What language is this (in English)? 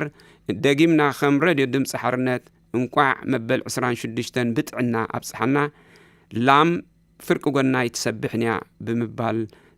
Tigrinya